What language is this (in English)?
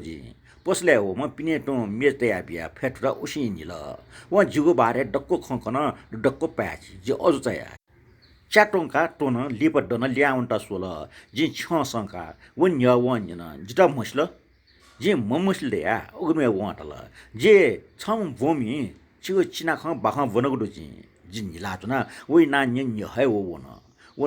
Newari